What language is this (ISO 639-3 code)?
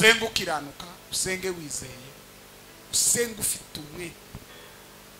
kin